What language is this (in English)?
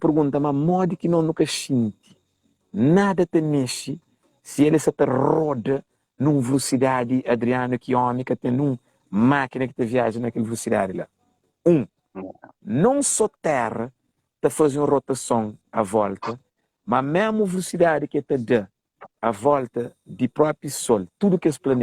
Kabuverdianu